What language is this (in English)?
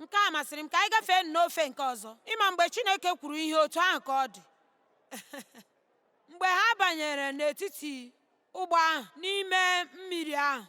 Igbo